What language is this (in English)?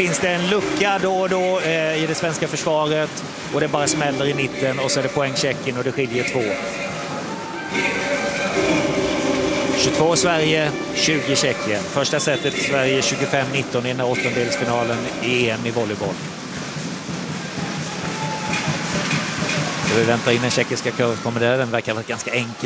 Swedish